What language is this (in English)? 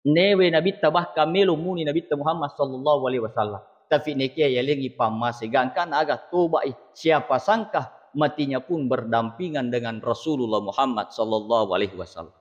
Buginese